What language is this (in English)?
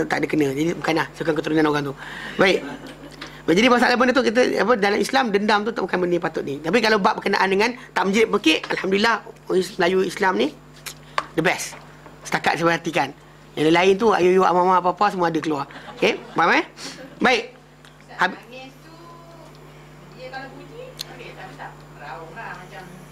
Malay